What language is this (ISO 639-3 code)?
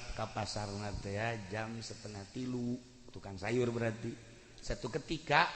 sun